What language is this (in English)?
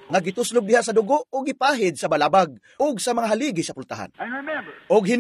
Cebuano